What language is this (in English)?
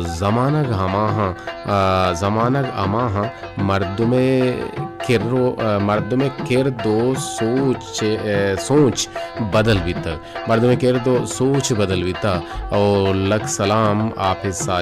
Baluchi